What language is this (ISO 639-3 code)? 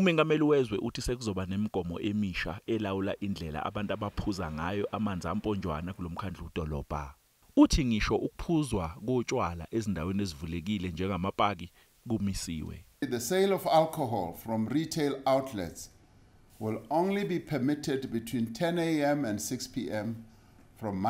zul